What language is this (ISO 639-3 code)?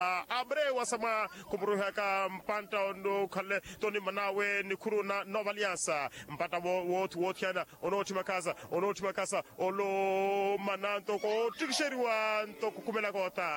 vmw